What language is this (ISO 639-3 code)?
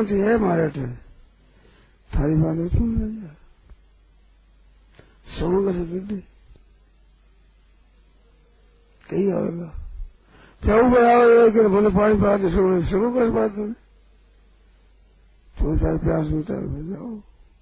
hin